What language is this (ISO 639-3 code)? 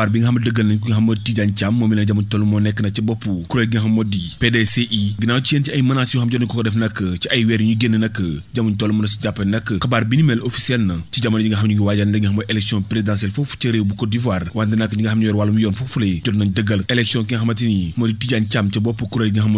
wol